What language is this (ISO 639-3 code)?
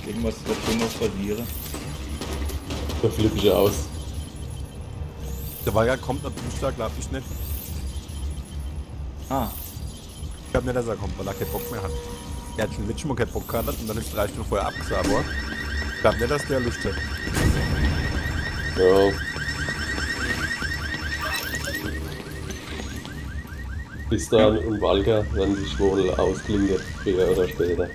deu